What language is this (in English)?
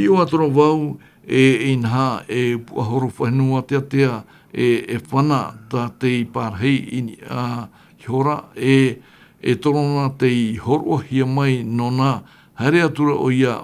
Tahitian